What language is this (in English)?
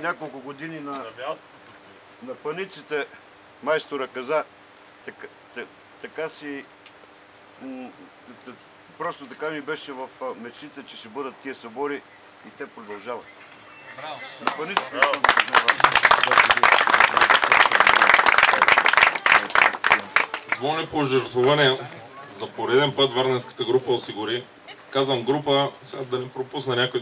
Bulgarian